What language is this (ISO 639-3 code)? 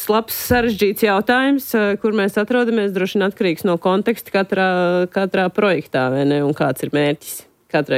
lav